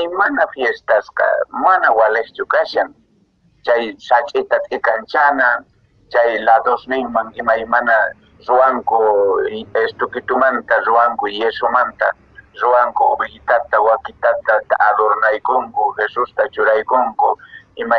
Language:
Quechua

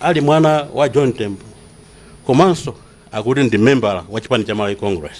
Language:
Nyanja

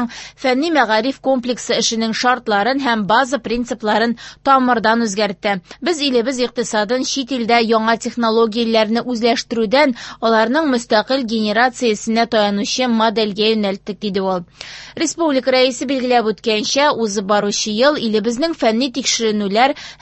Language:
Tatar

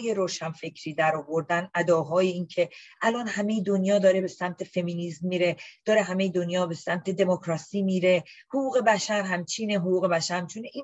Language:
Persian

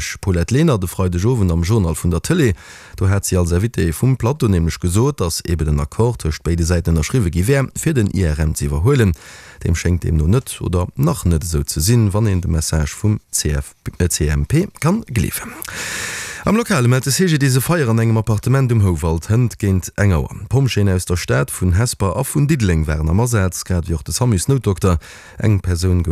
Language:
Luxembourgish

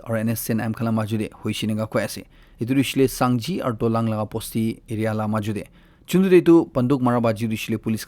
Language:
Naga Pidgin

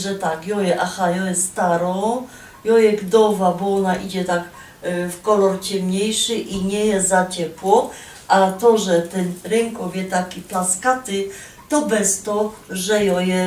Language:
Silesian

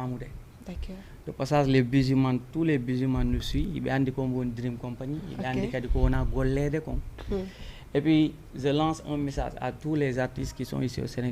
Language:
Fula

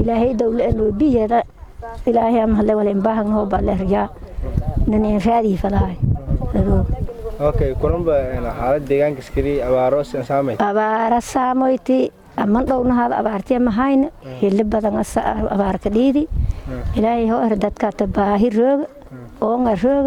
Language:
Somali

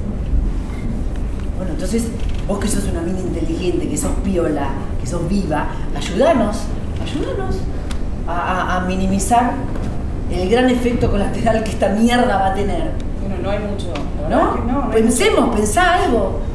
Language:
Spanish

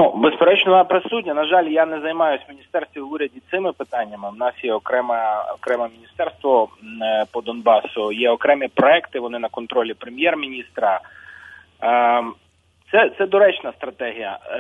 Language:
Ukrainian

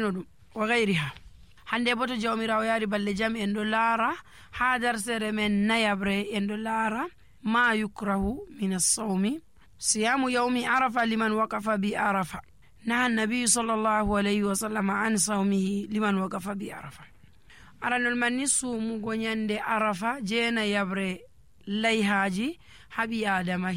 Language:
Nigerian Fulfulde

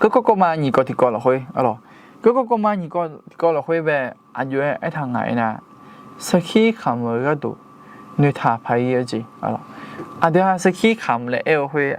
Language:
Akha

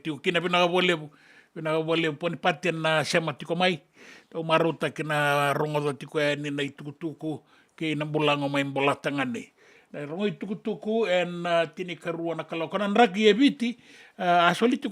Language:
Fijian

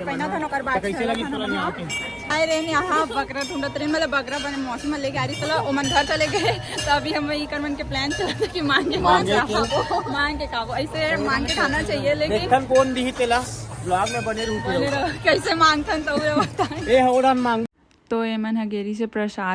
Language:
Chhattisgarhi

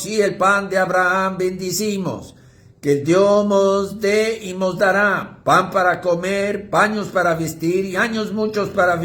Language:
Ladino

